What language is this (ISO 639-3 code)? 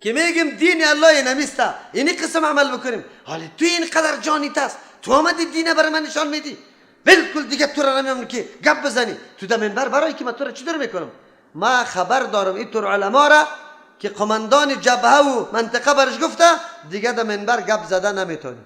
fas